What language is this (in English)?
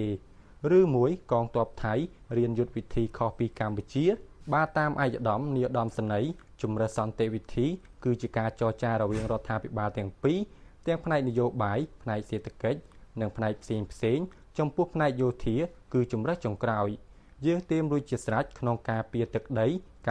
Khmer